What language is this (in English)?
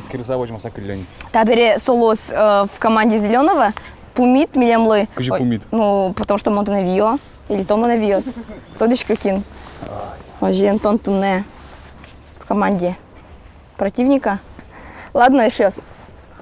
Udmurt